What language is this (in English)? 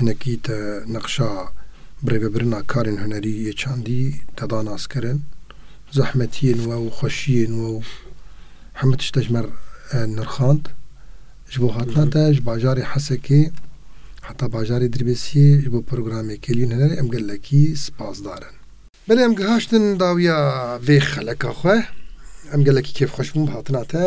Kurdish